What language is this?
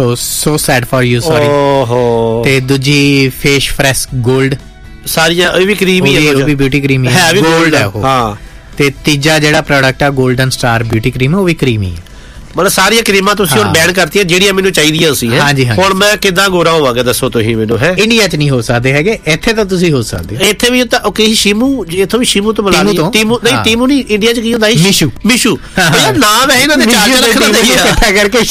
Punjabi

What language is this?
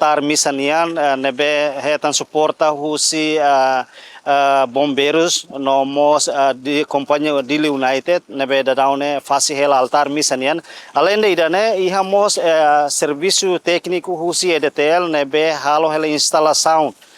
Tetum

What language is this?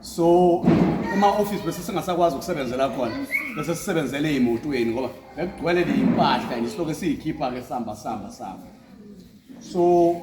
Zulu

